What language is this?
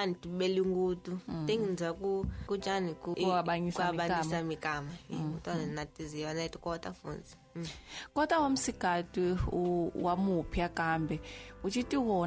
Tsonga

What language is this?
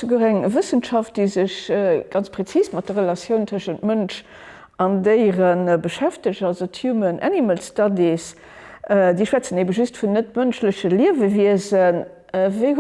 Luxembourgish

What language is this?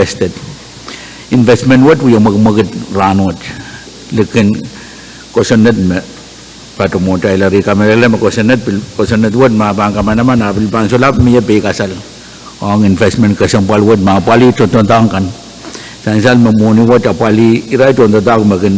Pohnpeian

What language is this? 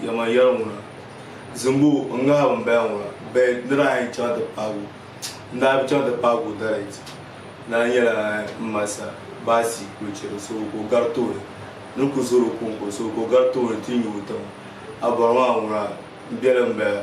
Dagbani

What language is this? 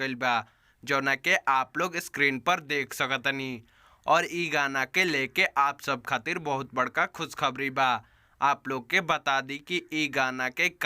Bhojpuri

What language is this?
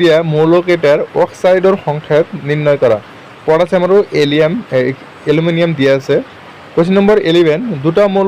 Assamese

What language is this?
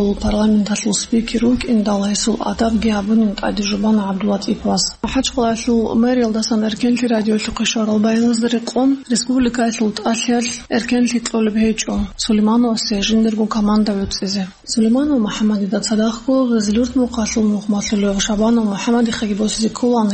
Avaric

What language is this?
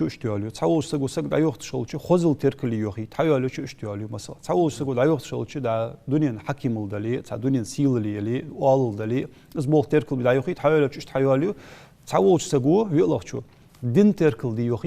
Ingush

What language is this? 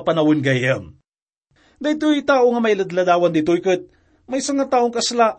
Iloko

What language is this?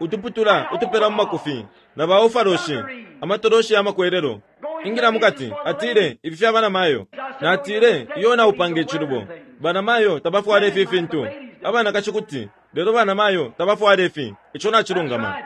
Bemba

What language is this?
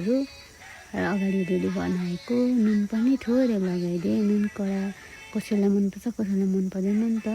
Nepali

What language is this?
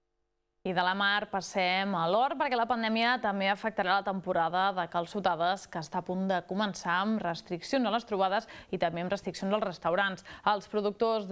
Catalan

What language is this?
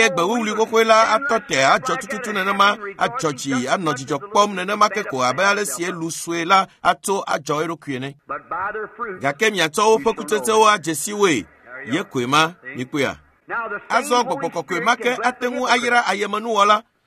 Ewe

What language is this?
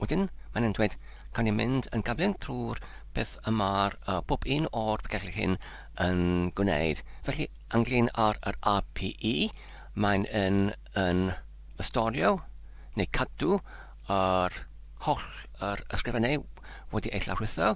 Welsh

